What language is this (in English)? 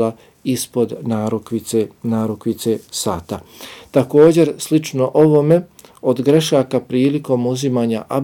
Bosnian